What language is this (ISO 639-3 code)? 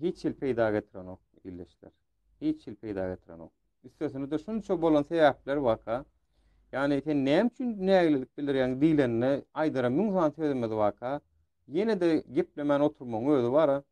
tuk